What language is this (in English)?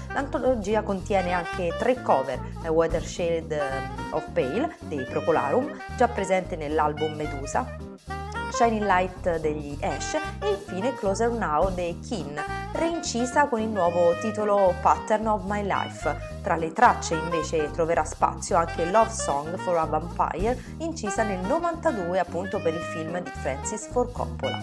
Italian